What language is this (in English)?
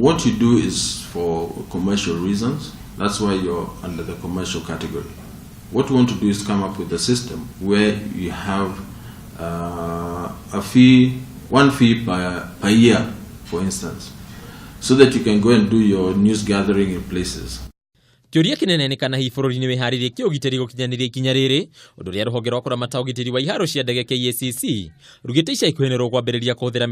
Kikuyu